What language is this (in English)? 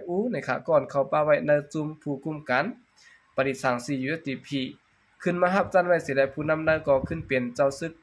Shan